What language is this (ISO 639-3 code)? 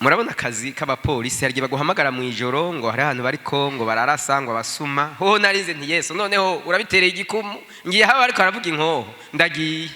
run